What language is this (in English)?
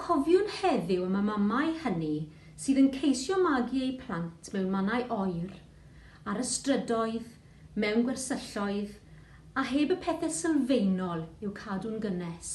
Welsh